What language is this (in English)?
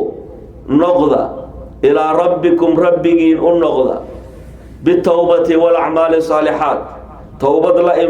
Somali